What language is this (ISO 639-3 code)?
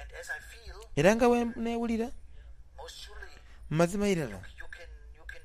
xog